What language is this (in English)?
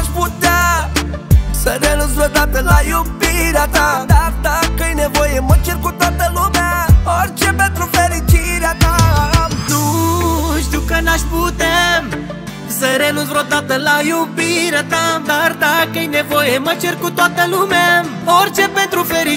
Romanian